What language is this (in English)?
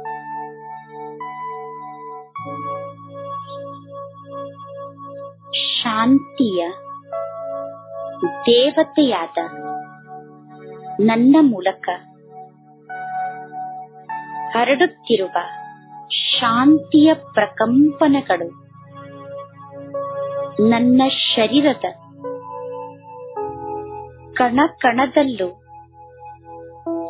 Kannada